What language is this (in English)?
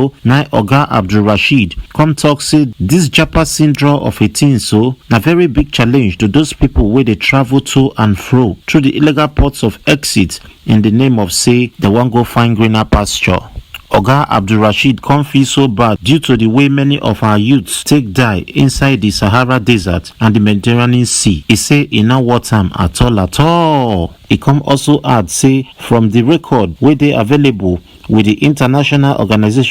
Nigerian Pidgin